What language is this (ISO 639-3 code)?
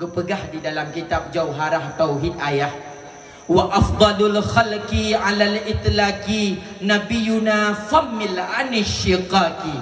ace